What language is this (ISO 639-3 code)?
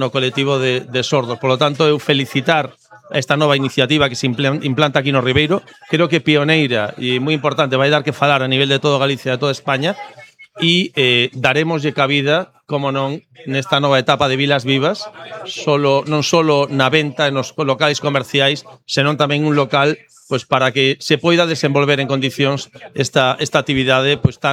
glg